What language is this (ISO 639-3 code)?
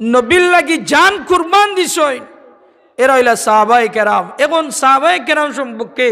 syl